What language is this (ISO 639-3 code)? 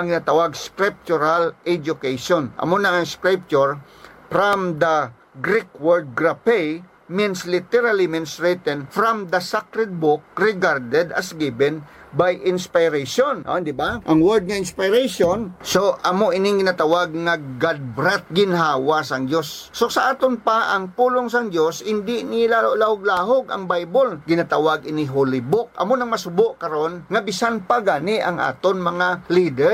hil